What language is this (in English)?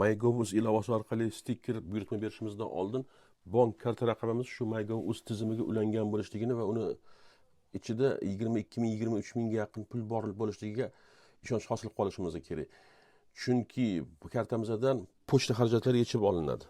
Uzbek